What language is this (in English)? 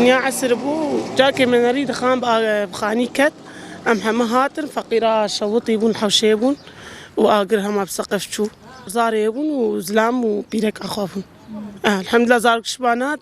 Kurdish